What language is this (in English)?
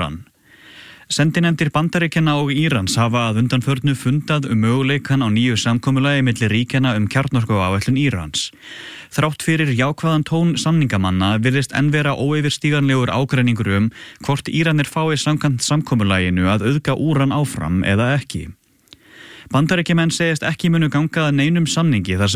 Icelandic